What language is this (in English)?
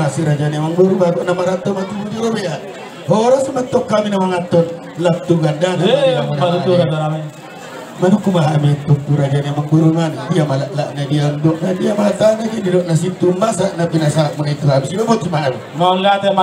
Batak Toba